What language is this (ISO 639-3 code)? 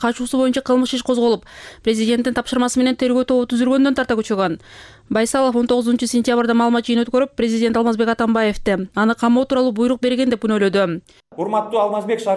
kir